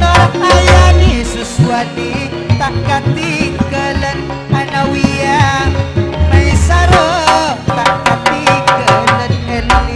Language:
Madurese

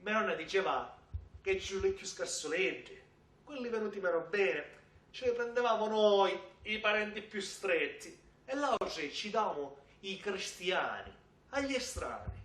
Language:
Sicilian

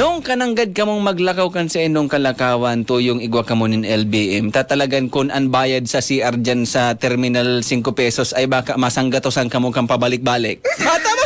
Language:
Bikol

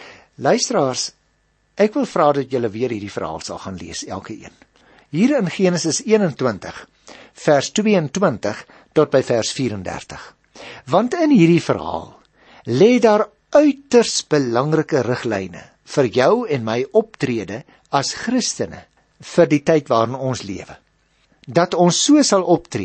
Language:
Afrikaans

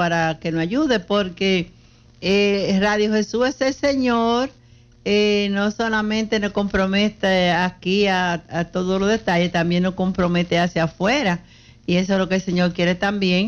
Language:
Spanish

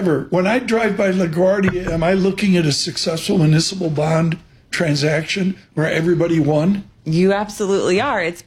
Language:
English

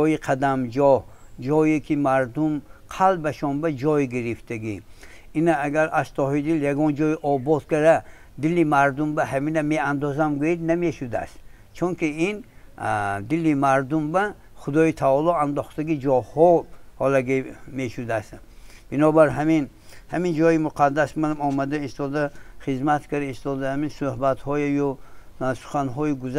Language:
Tajik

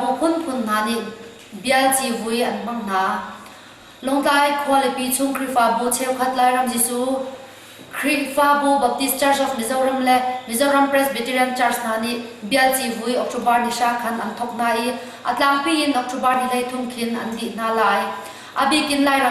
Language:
Hakha Chin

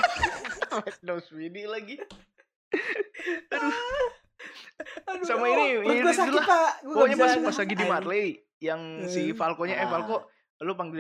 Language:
Indonesian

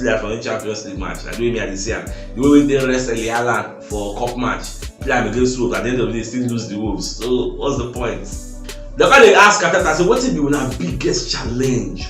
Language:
Nigerian Pidgin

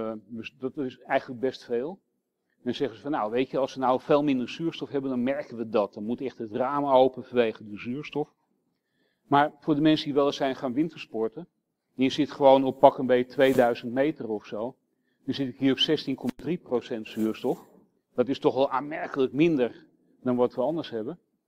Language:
Dutch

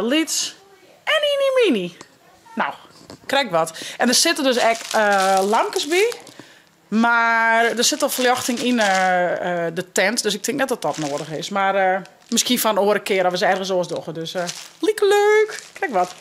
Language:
Western Frisian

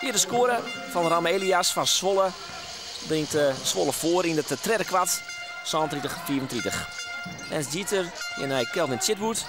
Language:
Western Frisian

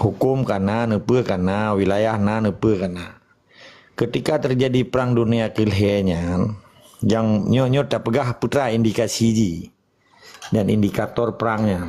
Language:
Achinese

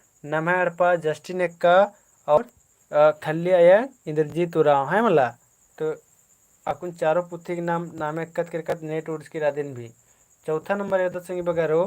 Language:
Kurukh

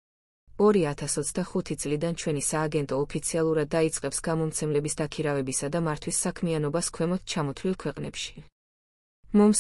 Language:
Georgian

